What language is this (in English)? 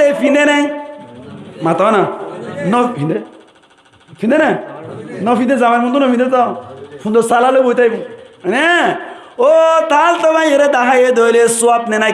Rohingya